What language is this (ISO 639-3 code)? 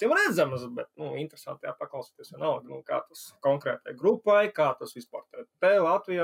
lav